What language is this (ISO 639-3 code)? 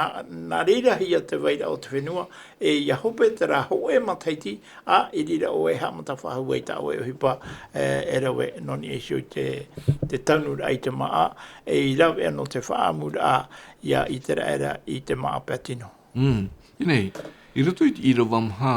tah